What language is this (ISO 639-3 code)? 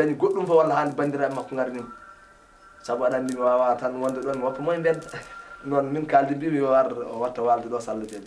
ful